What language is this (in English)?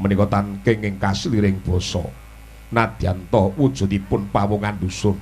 Javanese